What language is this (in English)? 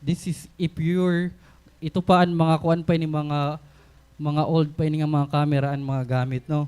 Waray